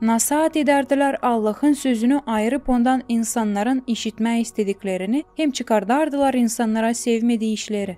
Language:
Gagauz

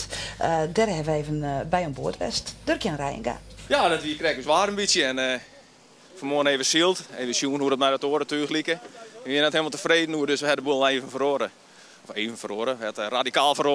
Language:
Western Frisian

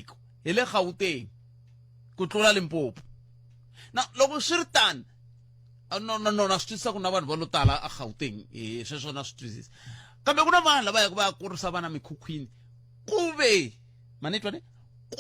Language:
Tsonga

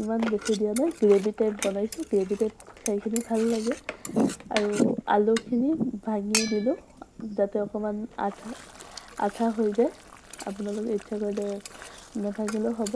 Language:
Assamese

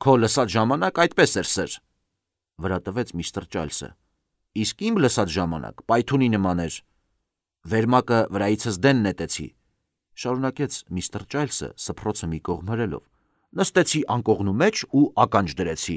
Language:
Armenian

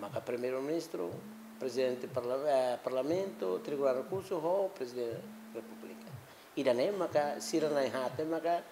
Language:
Tetum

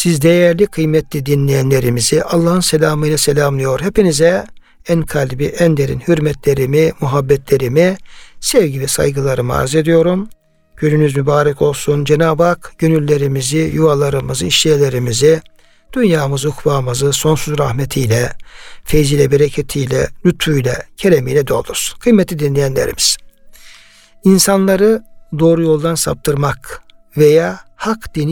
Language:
Turkish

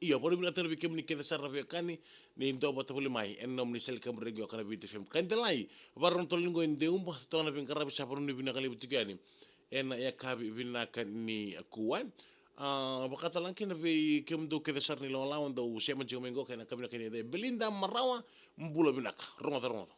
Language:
Fijian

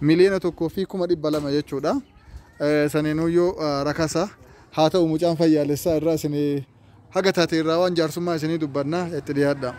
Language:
Oromo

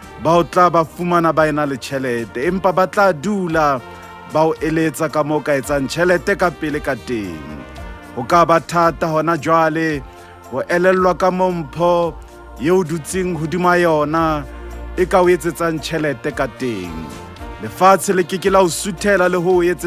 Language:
Southern Sotho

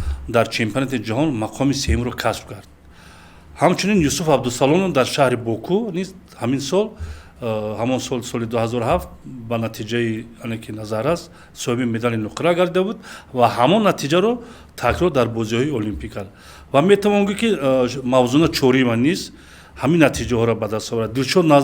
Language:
Tajik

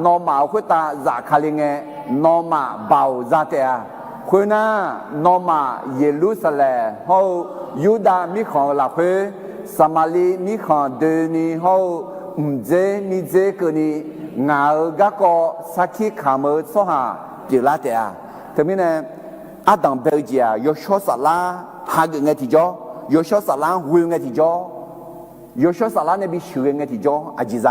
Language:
Akha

